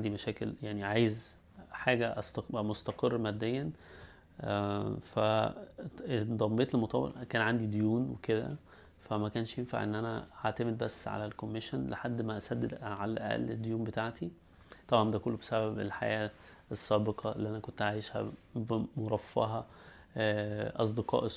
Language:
Egyptian Arabic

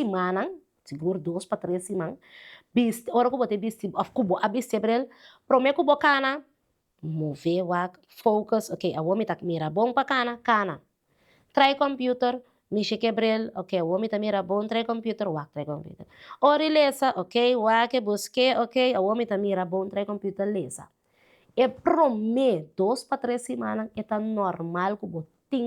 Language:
Papiamento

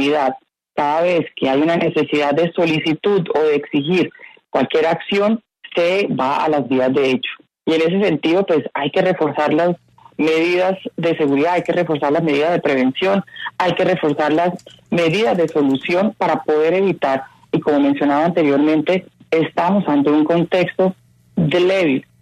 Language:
Spanish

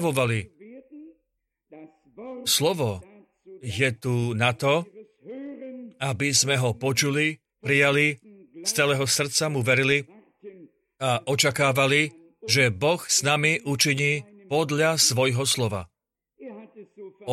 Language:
Slovak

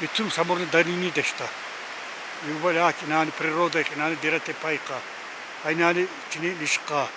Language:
Tsakhur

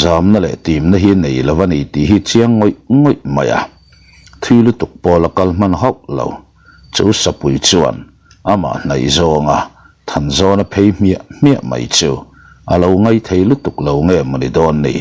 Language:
Mizo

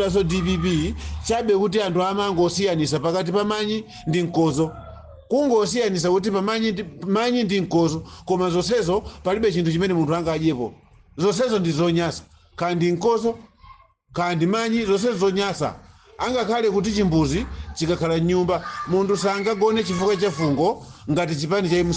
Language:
Nyanja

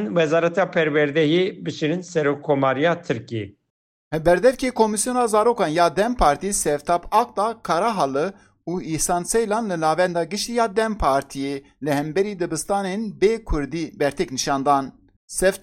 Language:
Kurdish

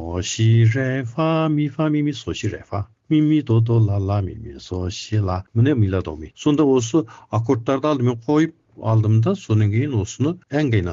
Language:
Kazakh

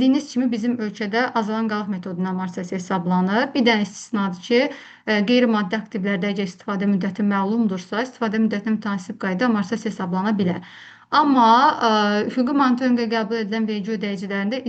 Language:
Azerbaijani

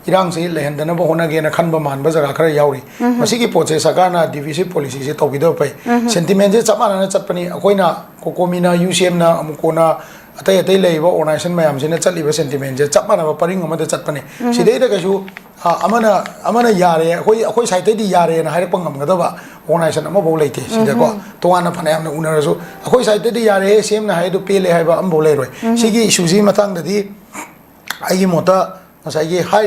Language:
Manipuri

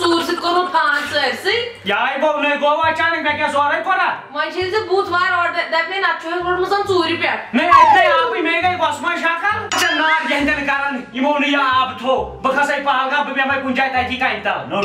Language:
Kashmiri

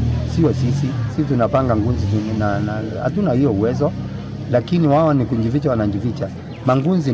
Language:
Meru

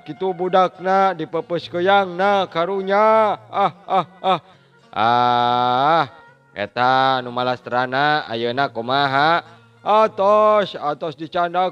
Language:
Sundanese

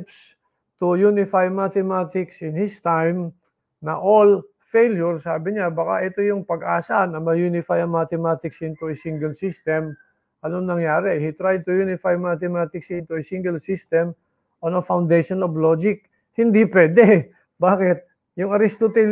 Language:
Filipino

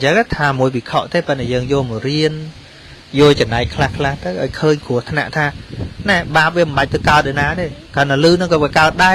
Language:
Khmer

